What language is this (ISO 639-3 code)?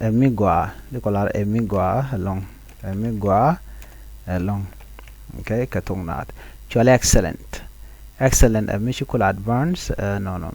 nus